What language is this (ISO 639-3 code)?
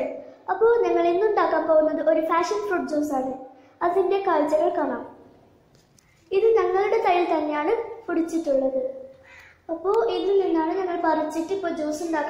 mal